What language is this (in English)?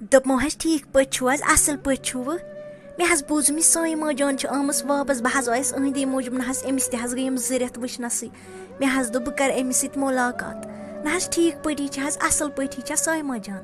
Kashmiri